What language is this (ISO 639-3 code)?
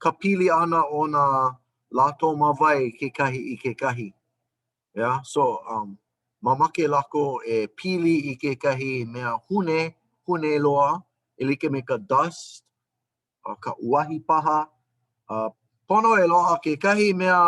haw